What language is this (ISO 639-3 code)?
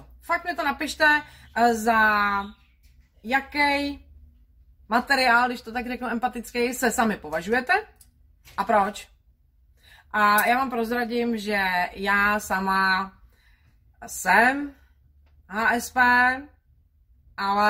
ces